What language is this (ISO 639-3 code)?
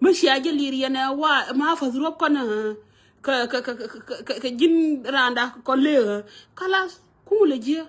nus